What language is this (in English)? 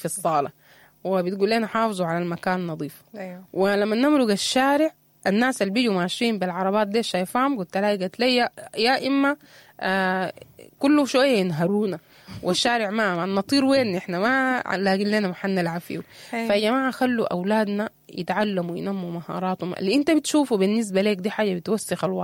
Sudanese Arabic